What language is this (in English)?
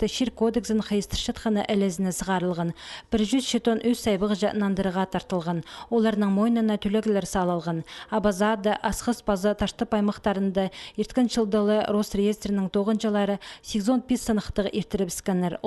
Khakas